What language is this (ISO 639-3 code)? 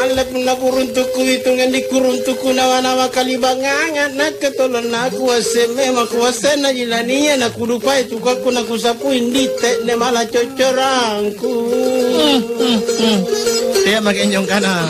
mak